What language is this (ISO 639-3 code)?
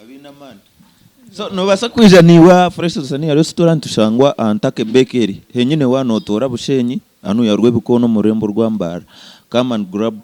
nyn